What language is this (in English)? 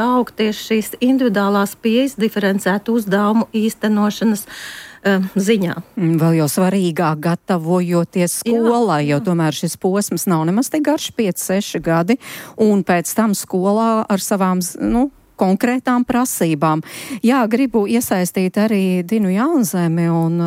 Latvian